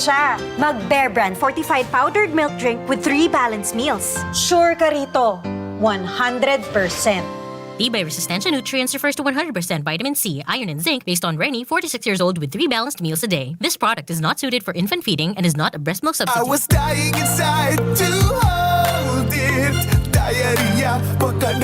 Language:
Bikol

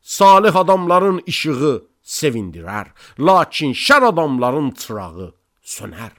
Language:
Azerbaijani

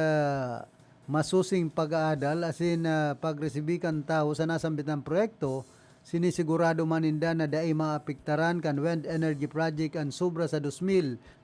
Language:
Bikol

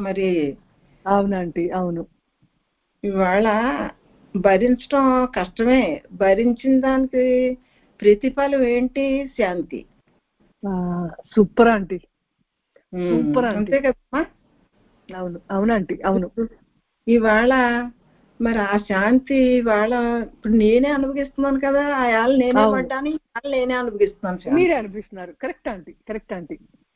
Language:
Telugu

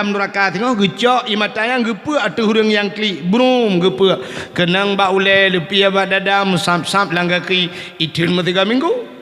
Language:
Achinese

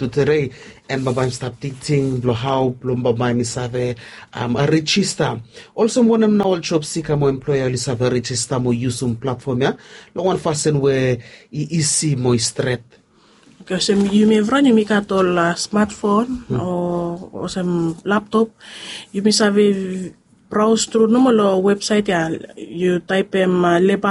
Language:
Bislama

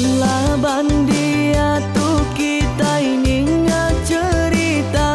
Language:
Iban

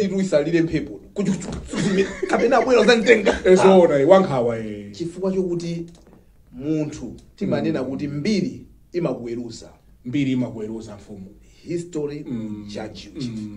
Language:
Nyanja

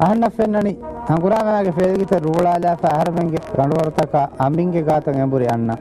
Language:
Divehi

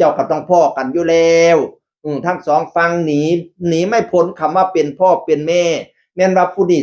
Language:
Northeastern Thai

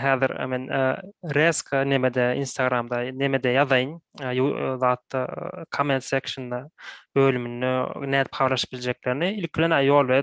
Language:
Turkmen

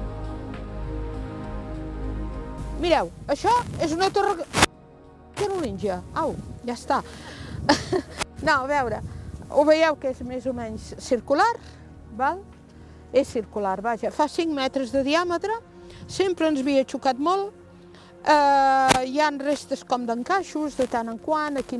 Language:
Catalan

